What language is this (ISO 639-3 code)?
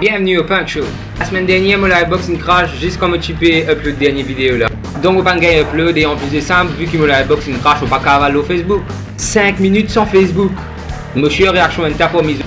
mfe